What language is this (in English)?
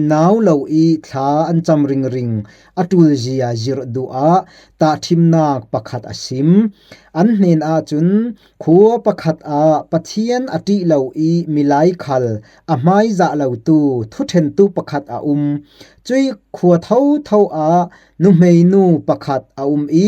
Falam Chin